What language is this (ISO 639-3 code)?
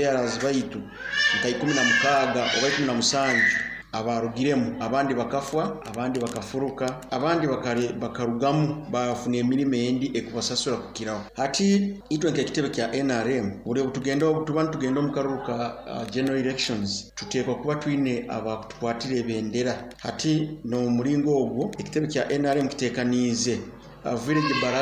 nyo